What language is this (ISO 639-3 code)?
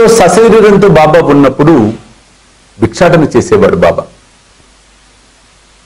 tel